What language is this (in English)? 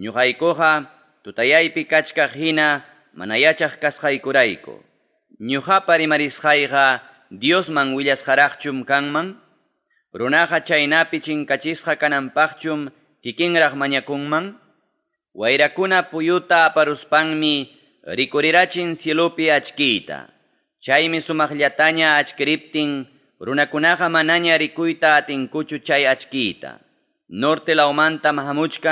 Ayacucho Quechua